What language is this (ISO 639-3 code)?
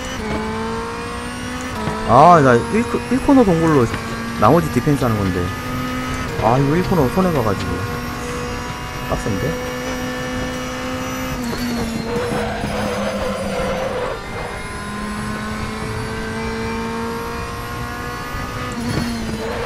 kor